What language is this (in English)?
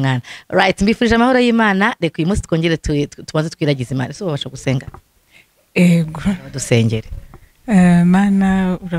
Kinyarwanda